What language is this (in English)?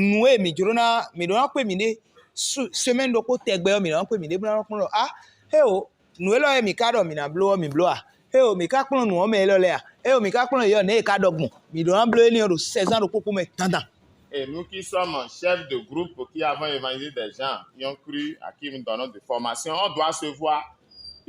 Fon